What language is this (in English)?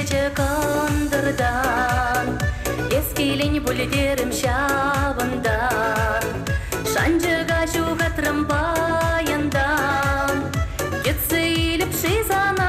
Chuvash